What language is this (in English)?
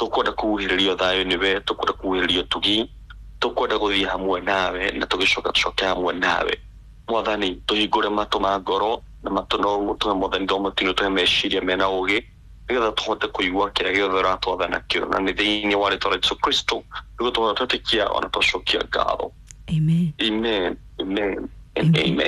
Kikuyu